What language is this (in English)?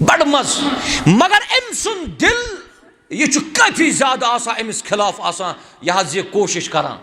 Kashmiri